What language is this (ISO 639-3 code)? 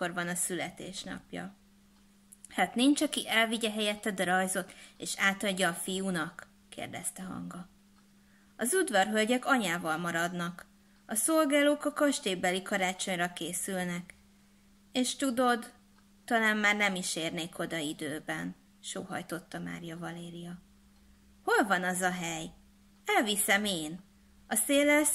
hun